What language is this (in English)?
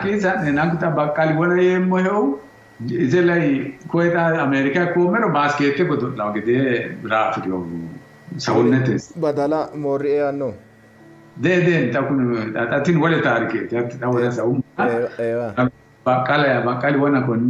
Sidamo